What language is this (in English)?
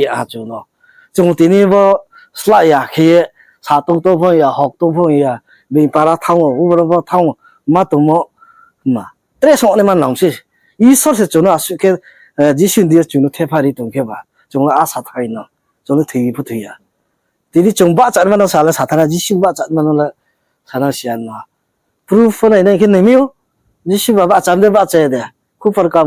Riang (India)